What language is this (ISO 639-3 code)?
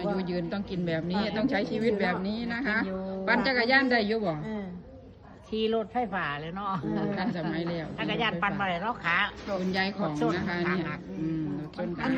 tts